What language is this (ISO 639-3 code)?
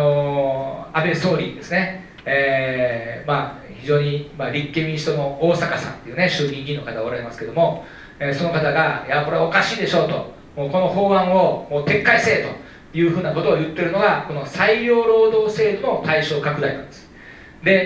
jpn